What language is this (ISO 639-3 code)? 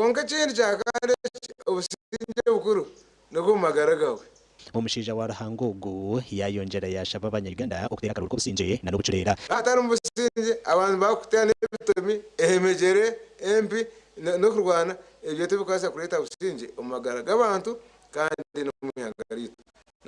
nyn